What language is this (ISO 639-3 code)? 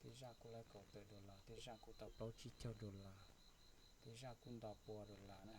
hmn